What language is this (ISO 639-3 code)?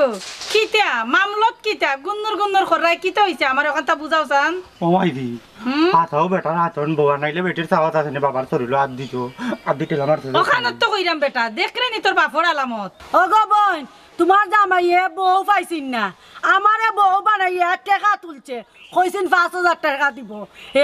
syl